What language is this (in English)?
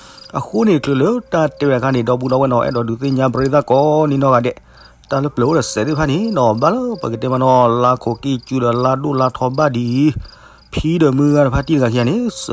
S'gaw Karen